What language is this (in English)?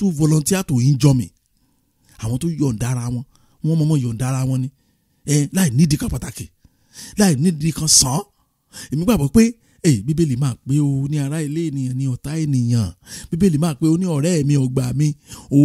Yoruba